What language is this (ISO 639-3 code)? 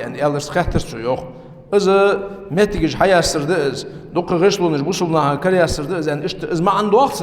inh